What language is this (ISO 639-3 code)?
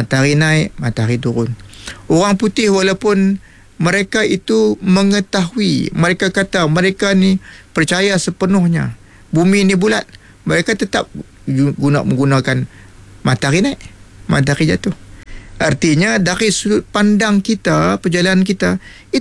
msa